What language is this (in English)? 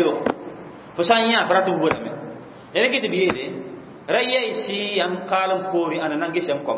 Mossi